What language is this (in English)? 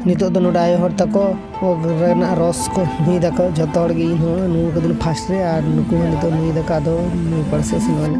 Santali